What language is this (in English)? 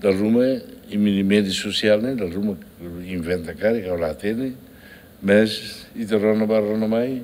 Tetum